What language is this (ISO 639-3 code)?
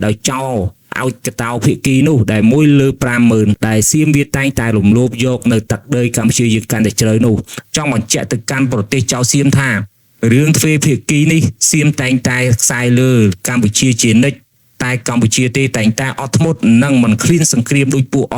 khm